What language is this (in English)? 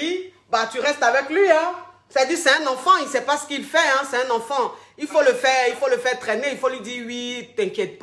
French